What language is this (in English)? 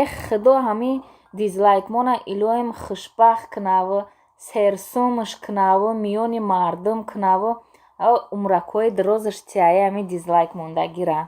Tajik